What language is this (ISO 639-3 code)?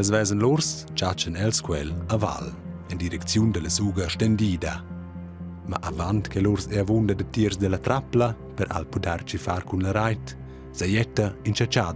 roh